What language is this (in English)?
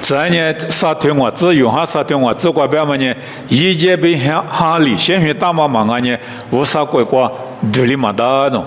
Lisu